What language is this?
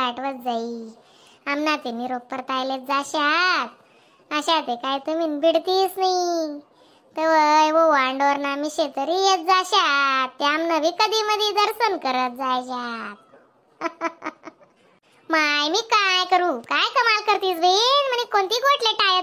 Khandesi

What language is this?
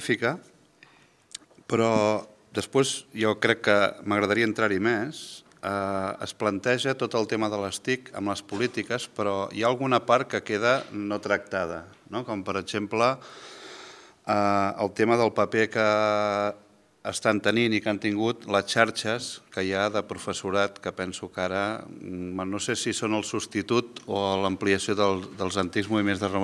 Catalan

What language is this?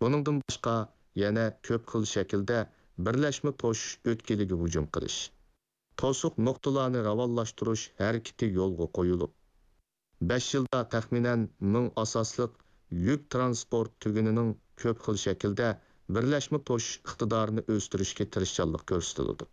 Uyghur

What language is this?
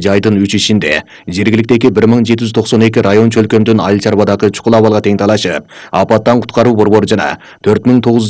Kyrgyz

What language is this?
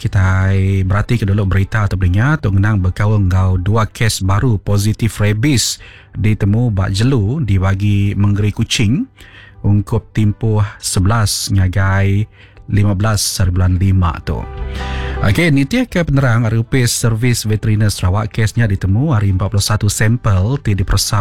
Iban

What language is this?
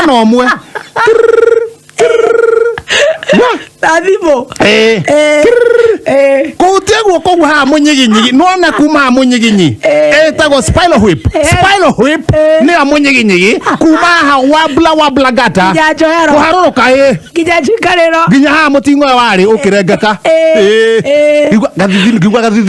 Kikuyu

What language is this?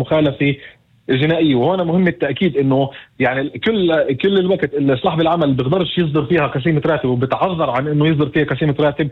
North Levantine Arabic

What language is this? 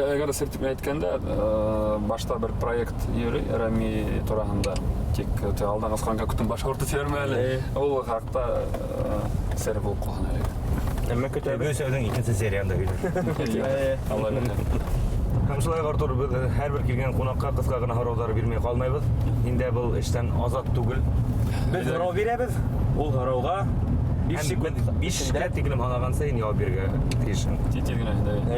Bashkir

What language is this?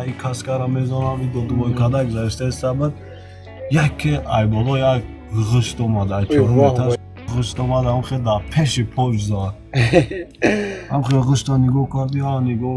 Tajik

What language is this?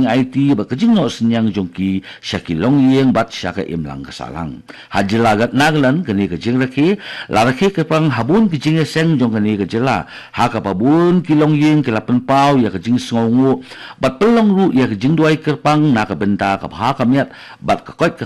Khasi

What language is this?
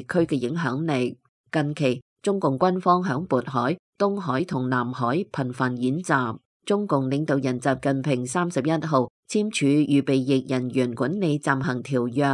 Cantonese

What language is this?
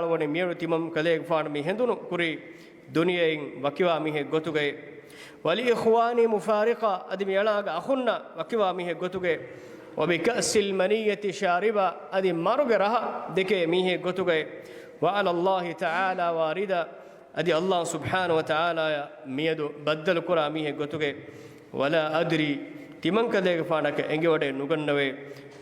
Divehi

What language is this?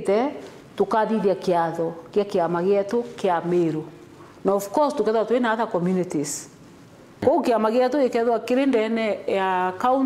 Meru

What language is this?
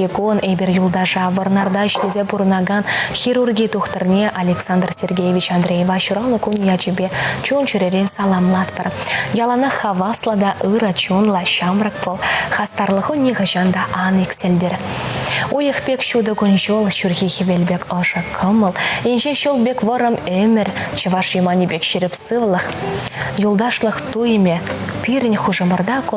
Chuvash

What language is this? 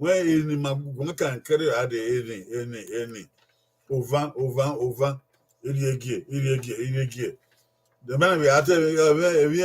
Bini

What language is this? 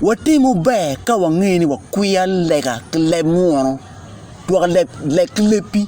Acoli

